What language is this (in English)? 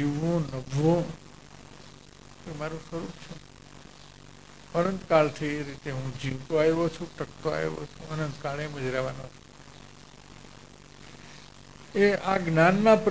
Gujarati